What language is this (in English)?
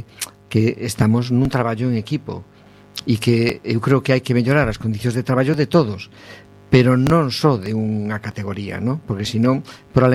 Galician